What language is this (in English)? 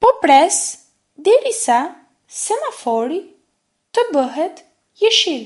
Albanian